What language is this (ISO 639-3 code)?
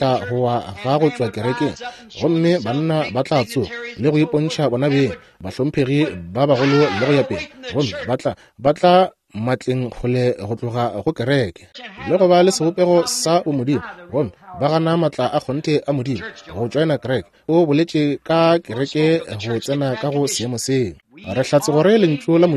nso